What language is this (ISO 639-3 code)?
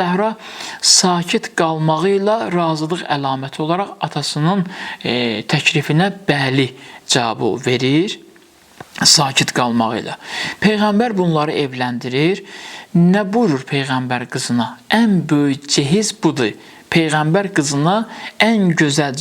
aze